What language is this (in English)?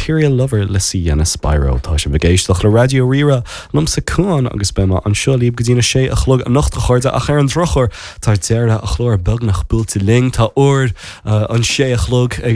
Irish